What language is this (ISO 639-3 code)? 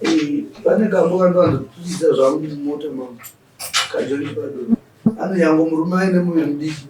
sna